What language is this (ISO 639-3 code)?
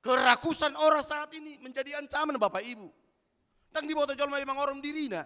bbc